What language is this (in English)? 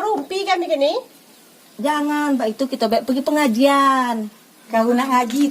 Musi